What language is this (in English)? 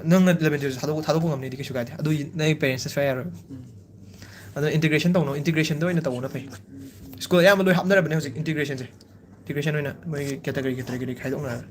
Manipuri